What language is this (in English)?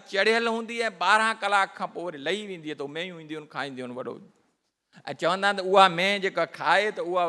Sindhi